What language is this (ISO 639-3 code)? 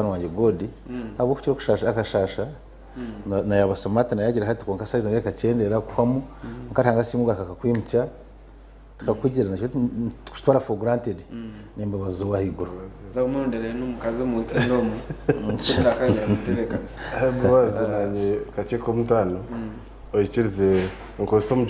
nyn